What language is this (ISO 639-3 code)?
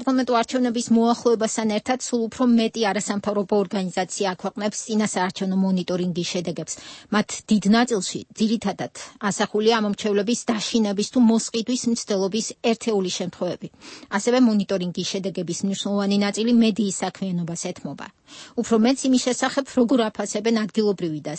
kat